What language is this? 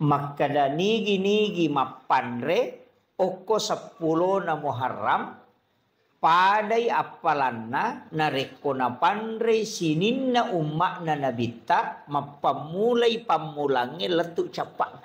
Buginese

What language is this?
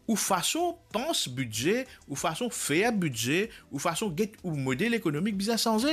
Morisyen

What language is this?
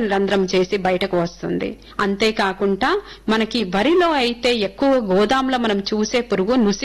Telugu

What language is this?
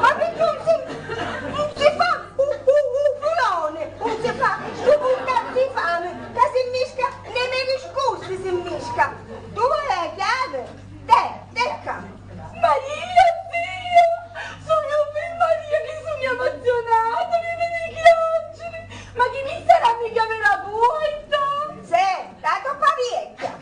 Sicilian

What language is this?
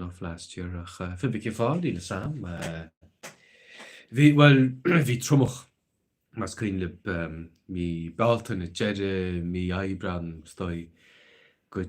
Irish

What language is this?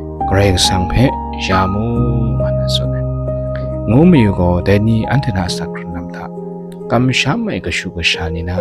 Kachin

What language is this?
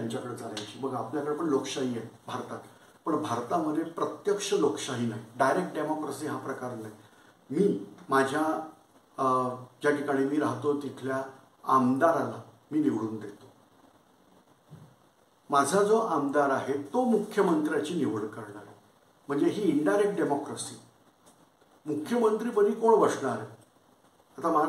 Marathi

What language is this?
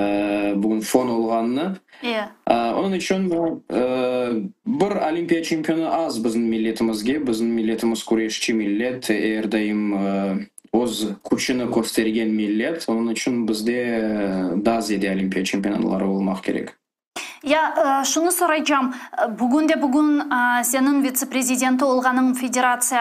Crimean Tatar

